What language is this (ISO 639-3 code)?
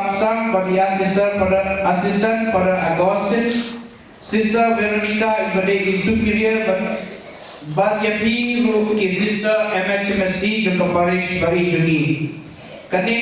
kha